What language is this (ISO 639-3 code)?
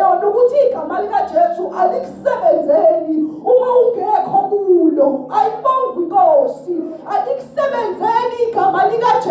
zul